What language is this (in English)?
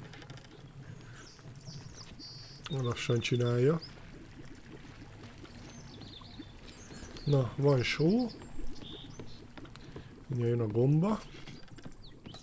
Hungarian